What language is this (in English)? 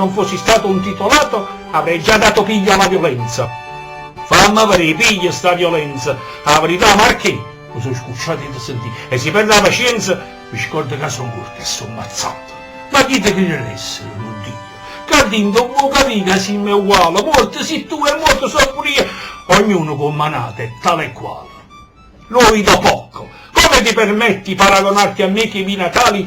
Neapolitan